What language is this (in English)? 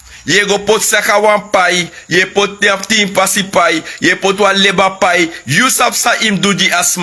Sranan Tongo